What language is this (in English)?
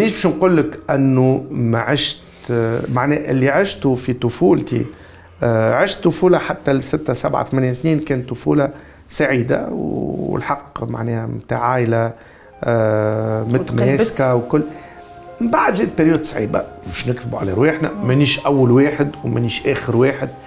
Tunisian Arabic